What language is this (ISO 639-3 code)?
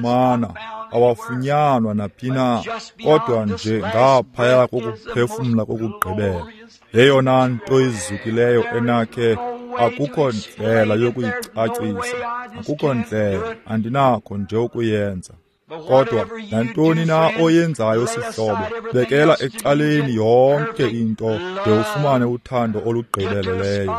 xho